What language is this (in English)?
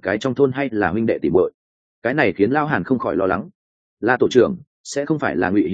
Vietnamese